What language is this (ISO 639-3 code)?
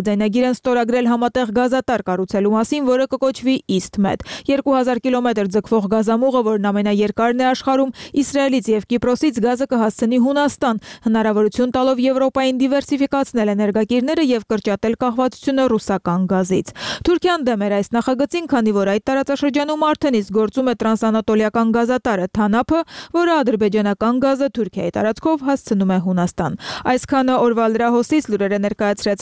hye